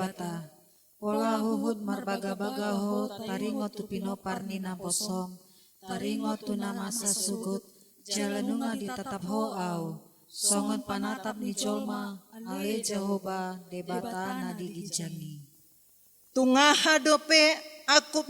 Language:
Batak Toba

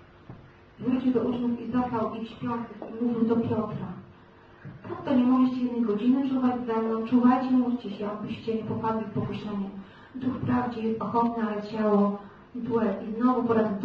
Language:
Polish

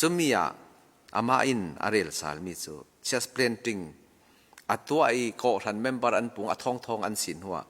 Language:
Falam Chin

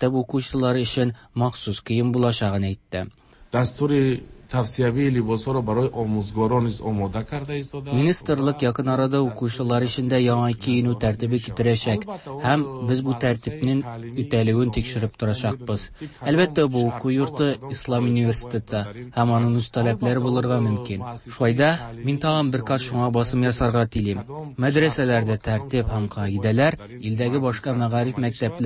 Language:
Tatar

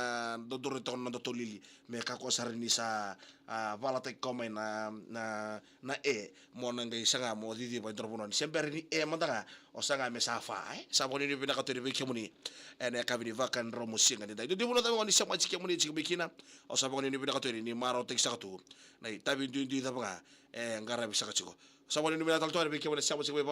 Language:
Fijian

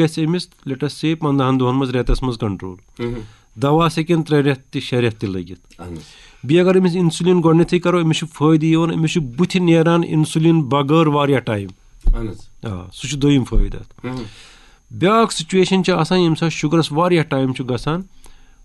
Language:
Kashmiri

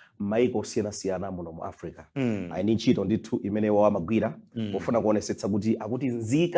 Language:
Nyanja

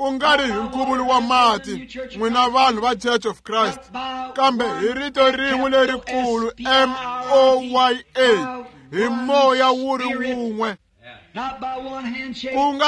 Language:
Tsonga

